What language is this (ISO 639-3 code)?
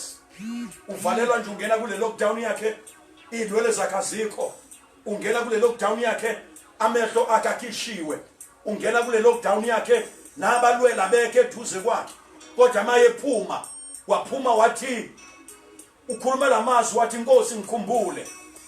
zul